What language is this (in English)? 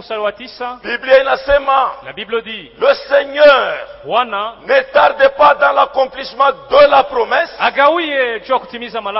Swahili